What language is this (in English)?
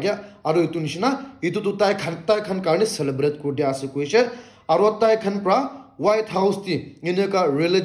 Naga Pidgin